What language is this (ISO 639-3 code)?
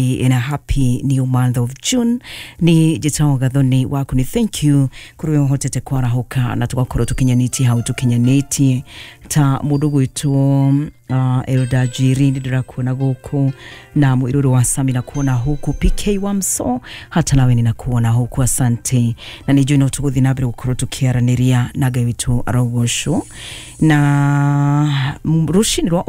kik